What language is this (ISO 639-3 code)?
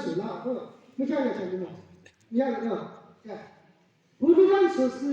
yim